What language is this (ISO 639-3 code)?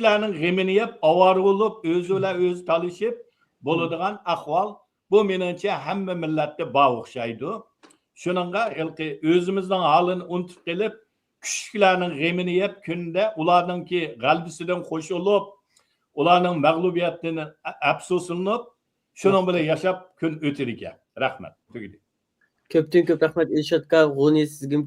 uig